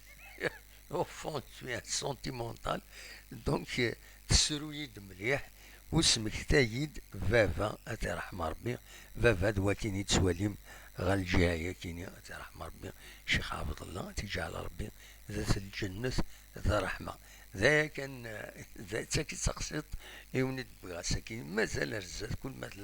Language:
Kabyle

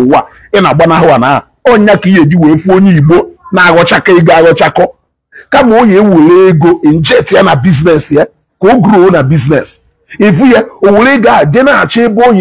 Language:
Igbo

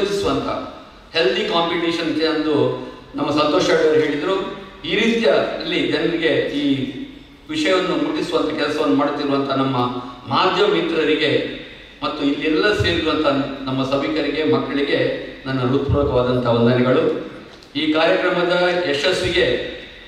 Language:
Kannada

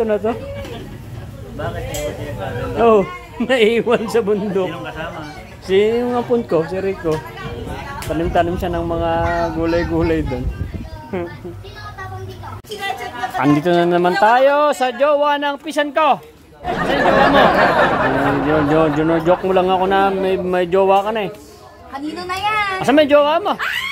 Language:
Filipino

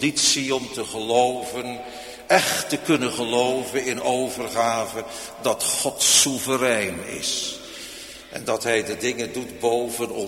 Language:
Dutch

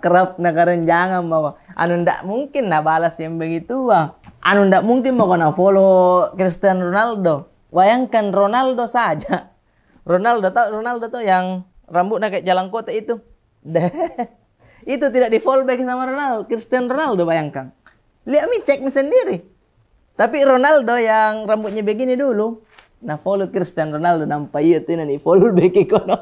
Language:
Makassar Malay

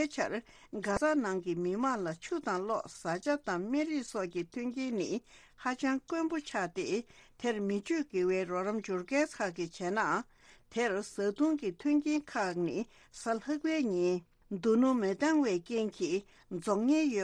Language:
Tibetan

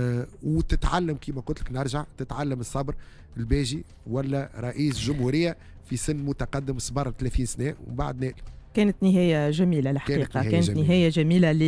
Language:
Tunisian Arabic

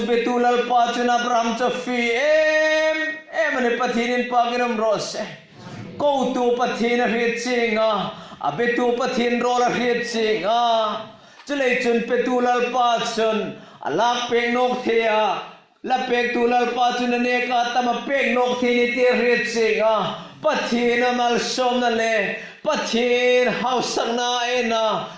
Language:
Hmar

